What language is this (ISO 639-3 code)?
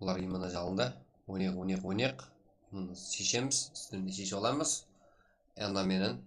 kaa